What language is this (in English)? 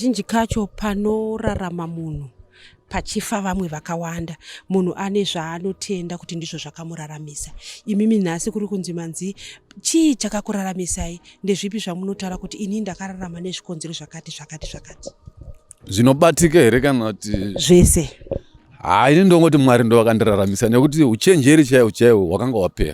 Shona